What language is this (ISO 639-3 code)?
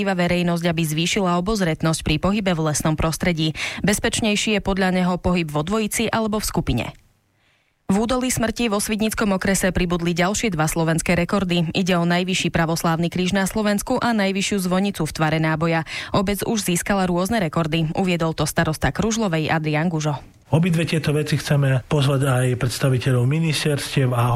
slk